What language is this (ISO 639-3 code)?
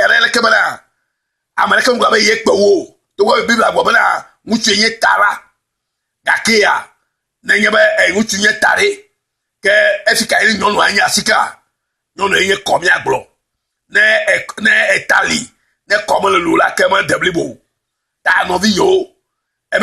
ewe